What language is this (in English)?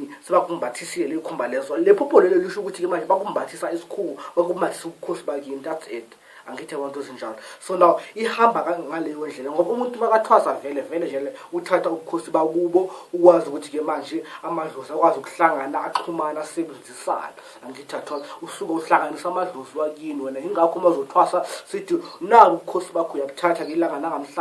Zulu